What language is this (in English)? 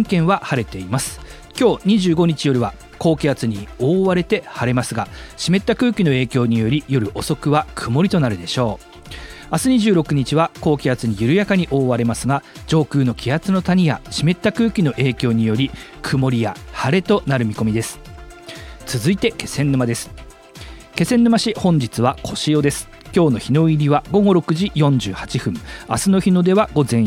Japanese